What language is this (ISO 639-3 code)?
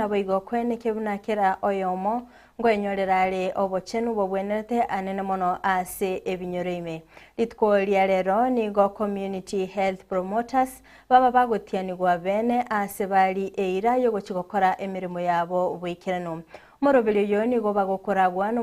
guz